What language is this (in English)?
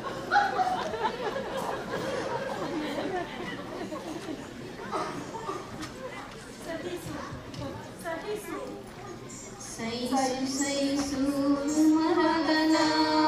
Kannada